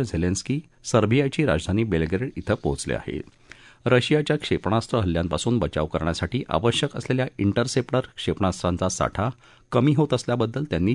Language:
Marathi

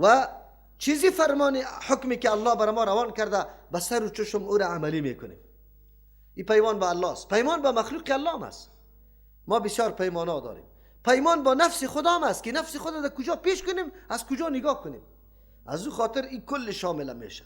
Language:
Persian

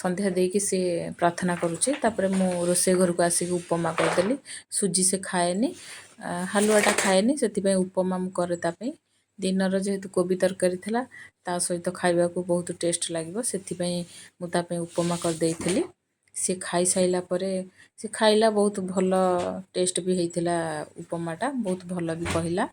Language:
Odia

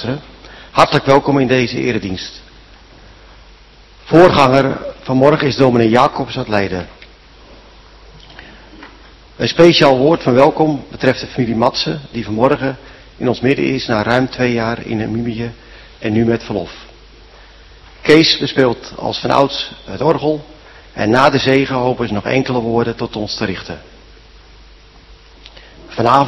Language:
Dutch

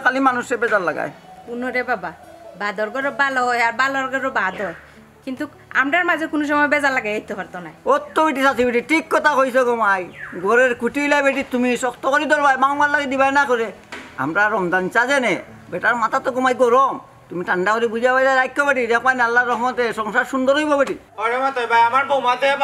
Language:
Sylheti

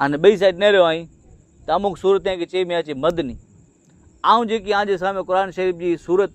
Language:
Kachhi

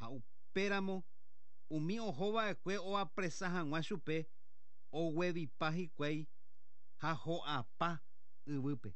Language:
Guarani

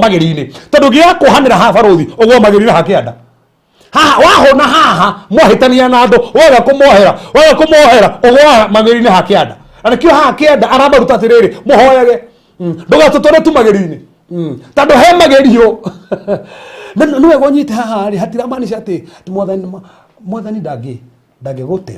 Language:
Kikuyu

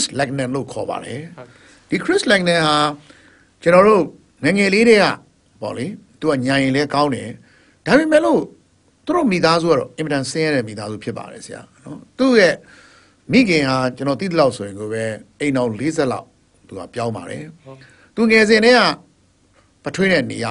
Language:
Burmese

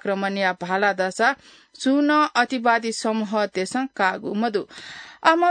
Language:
Newari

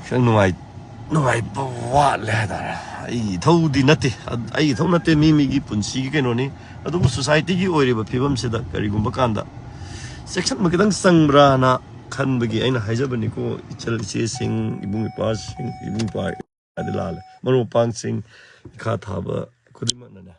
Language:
Manipuri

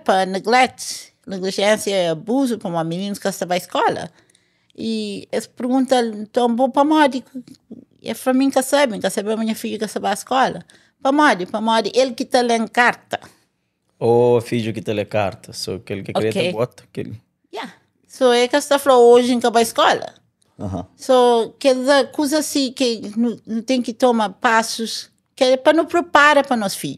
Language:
Kabuverdianu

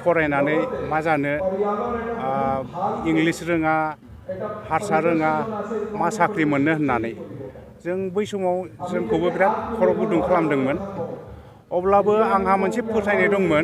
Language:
Bodo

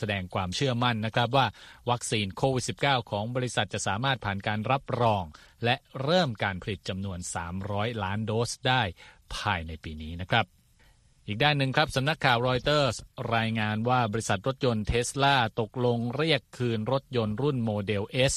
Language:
Thai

